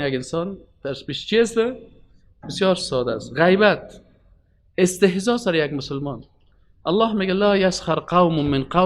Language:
Persian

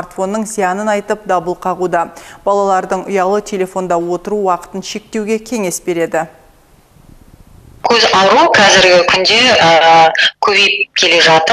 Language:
Kazakh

